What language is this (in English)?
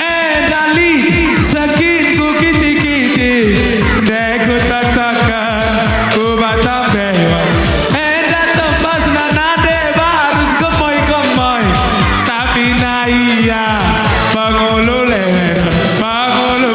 Batak Karo